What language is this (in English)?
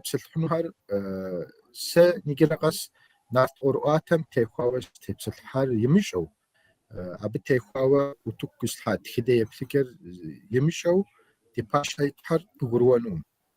Kabardian